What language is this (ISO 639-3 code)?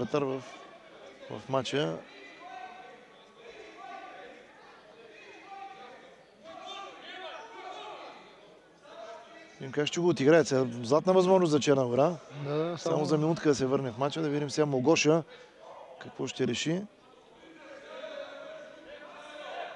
bul